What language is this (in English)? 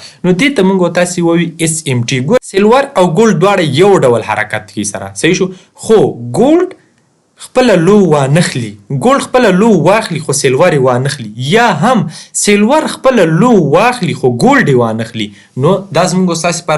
Pashto